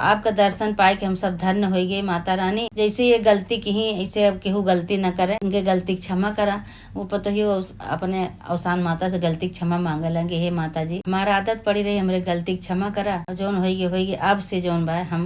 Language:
Awadhi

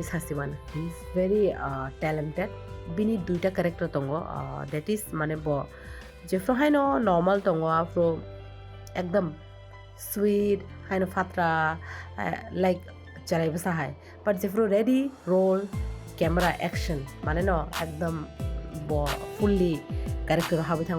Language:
Kok Borok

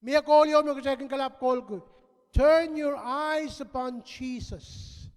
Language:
Pohnpeian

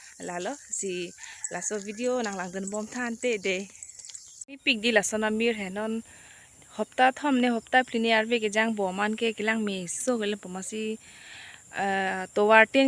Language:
Karbi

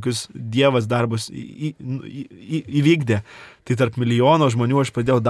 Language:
Lithuanian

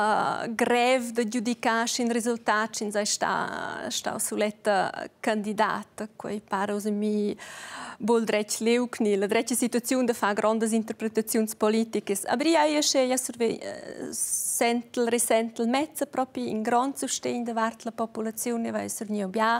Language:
Romansh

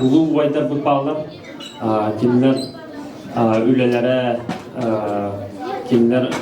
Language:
Yakut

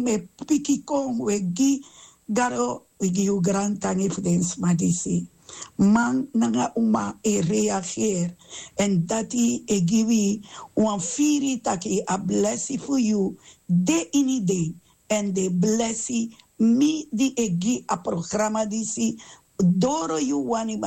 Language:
Sranan Tongo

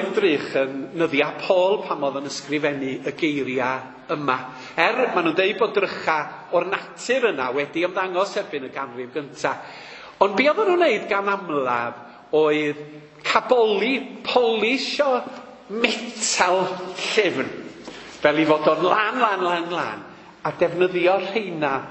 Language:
Welsh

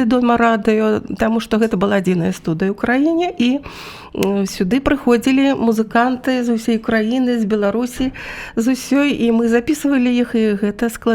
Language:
Belarusian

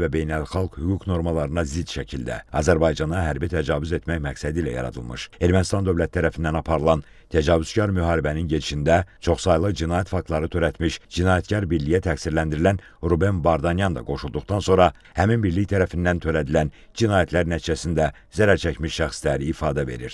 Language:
Azerbaijani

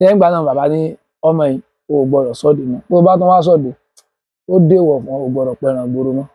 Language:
Yoruba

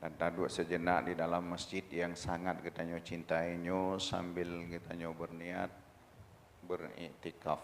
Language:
Achinese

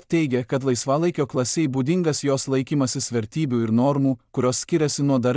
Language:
Lithuanian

